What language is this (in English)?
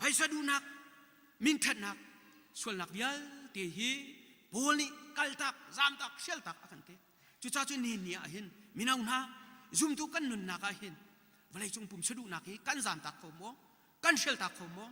Hakha Chin